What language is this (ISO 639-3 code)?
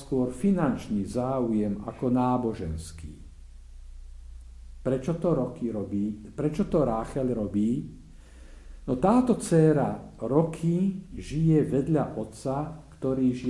slk